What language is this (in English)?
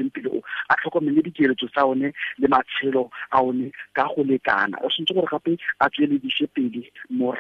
Tswana